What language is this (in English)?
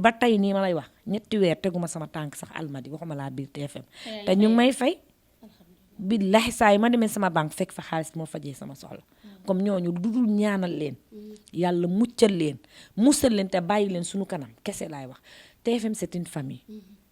Wolof